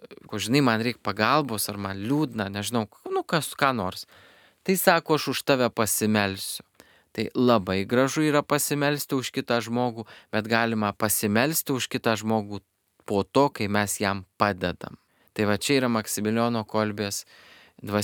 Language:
Lithuanian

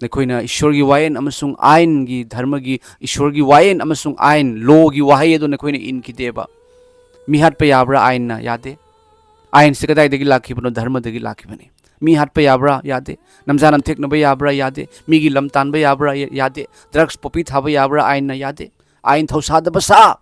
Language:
Manipuri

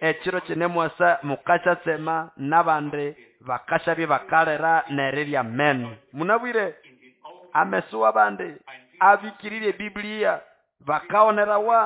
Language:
Nande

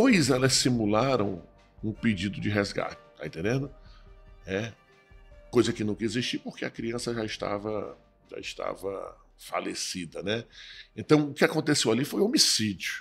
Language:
Portuguese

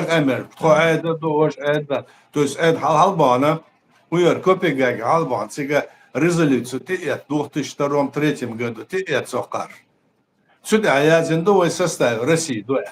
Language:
Chechen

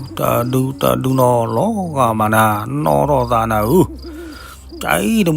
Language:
S'gaw Karen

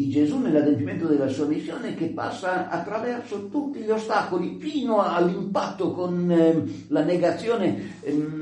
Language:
Italian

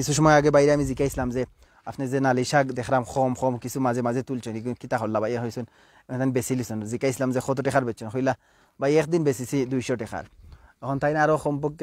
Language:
Sylheti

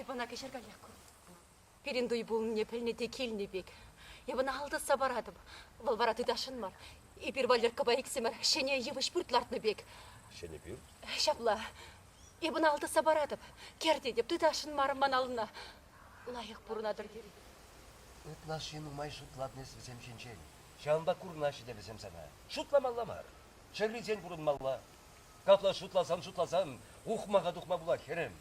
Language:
Chuvash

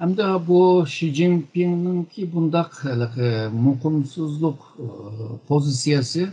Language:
Uyghur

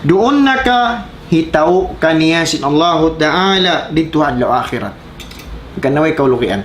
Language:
Tausug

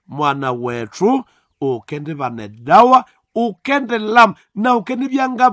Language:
Nande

